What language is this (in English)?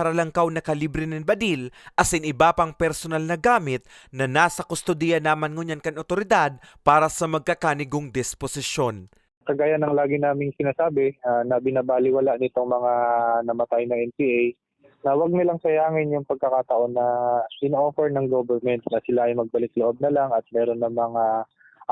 Bikol